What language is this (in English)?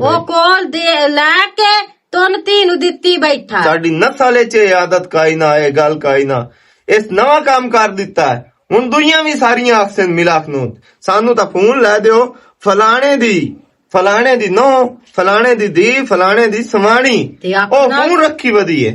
Western Panjabi